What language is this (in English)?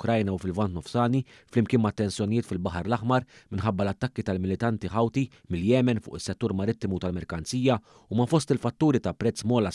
Maltese